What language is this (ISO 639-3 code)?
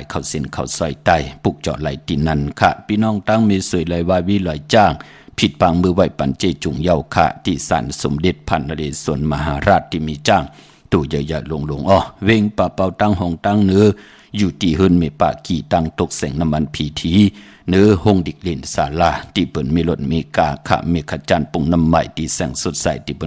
shn